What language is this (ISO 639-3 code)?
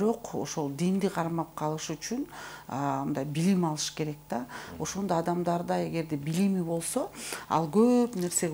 kir